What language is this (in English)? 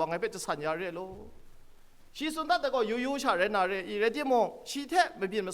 Kachin